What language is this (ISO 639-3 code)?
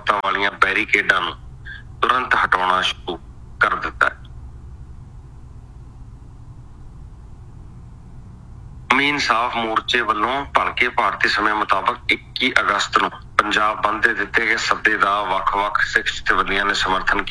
pan